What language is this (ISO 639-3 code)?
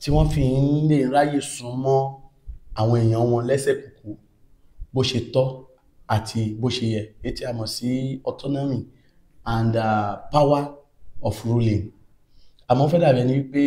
yor